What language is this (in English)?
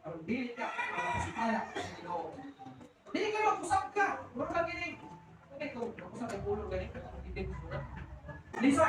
Cebuano